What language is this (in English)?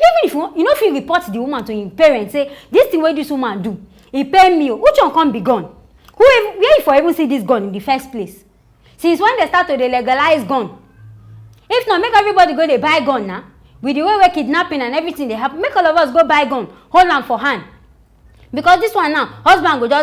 Nigerian Pidgin